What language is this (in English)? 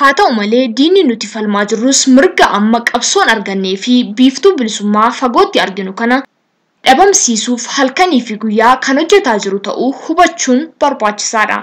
Oromo